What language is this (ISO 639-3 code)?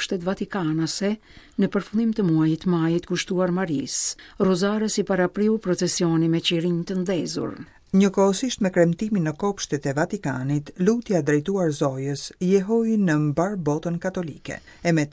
sqi